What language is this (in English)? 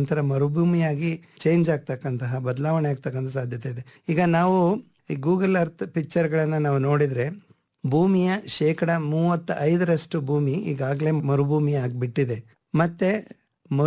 Kannada